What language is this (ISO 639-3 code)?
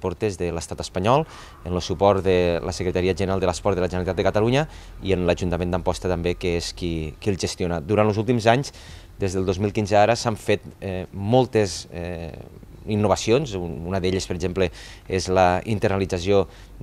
cat